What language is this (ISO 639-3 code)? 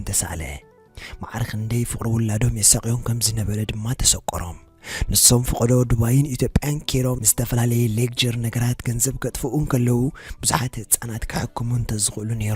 tir